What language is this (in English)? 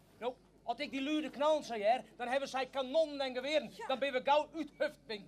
Western Frisian